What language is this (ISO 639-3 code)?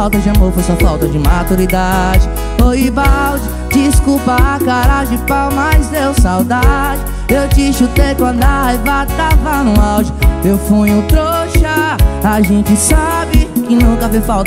por